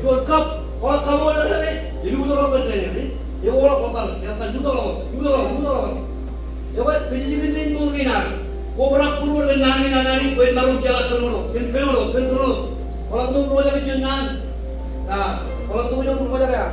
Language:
Marshallese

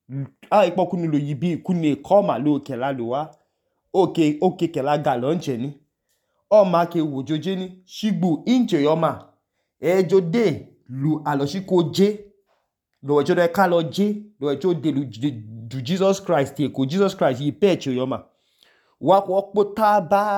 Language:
Idoma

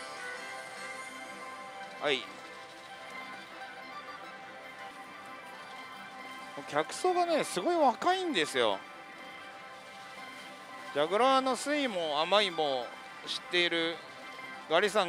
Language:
Japanese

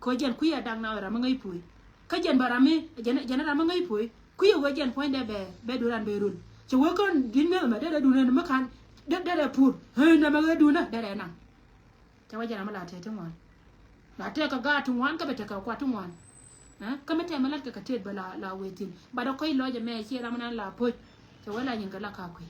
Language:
Nuer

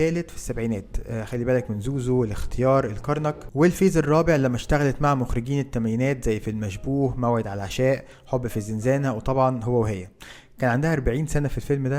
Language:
Egyptian Arabic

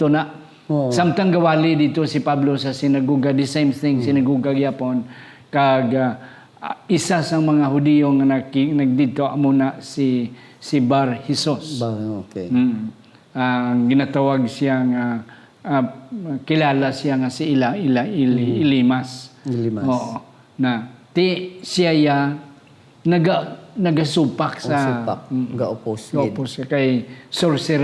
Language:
Hiligaynon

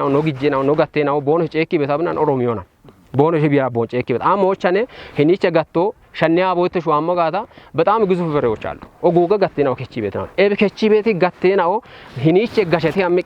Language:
Kafa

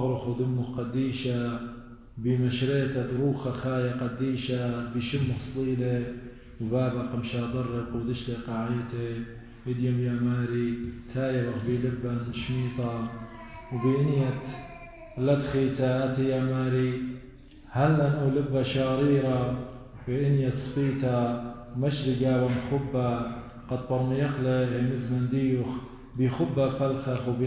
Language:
Assyrian Neo-Aramaic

